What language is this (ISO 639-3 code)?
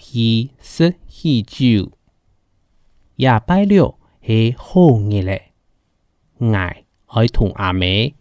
hak